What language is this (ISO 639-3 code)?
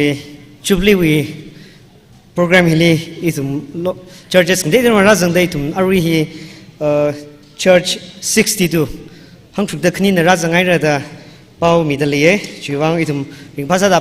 nmf